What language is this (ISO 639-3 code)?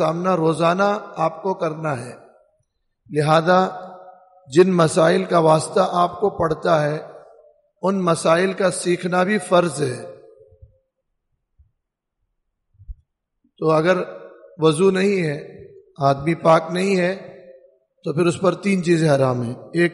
urd